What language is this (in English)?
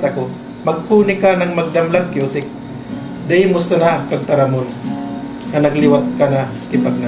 Bikol